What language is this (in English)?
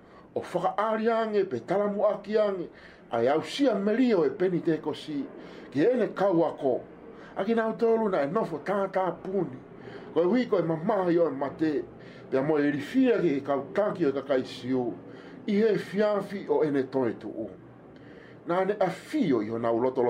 Tongan